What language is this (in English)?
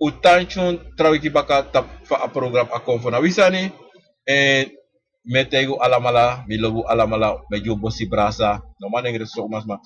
Sranan Tongo